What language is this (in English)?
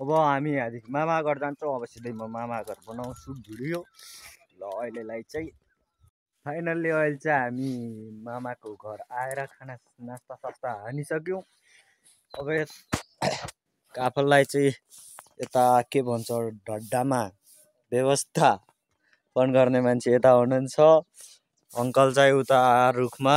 Nepali